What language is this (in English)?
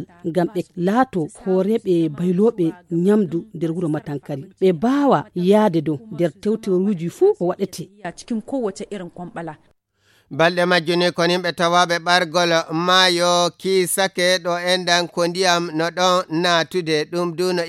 Fula